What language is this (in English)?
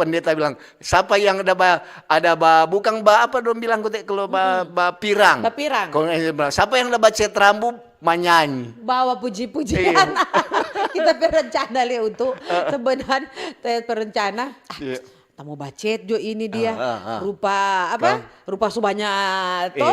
Manado Malay